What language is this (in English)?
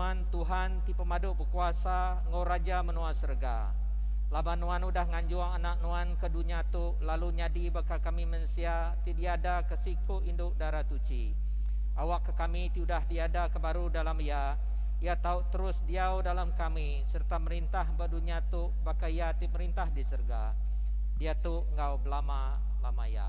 Iban